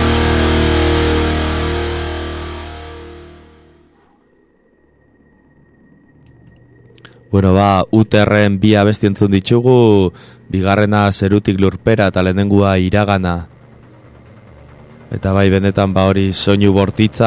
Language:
Basque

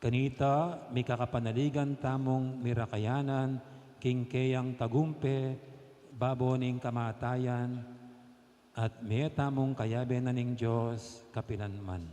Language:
Pampanga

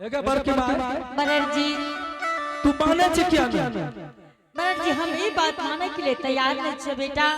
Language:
Angika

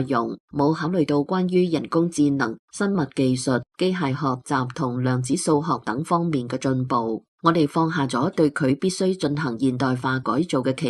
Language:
Cantonese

